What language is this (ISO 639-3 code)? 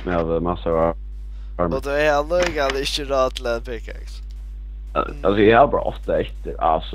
fao